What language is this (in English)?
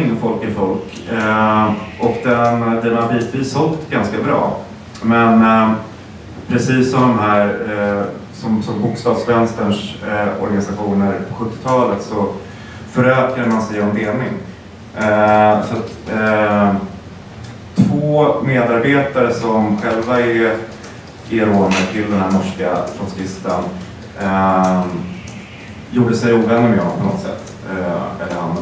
Swedish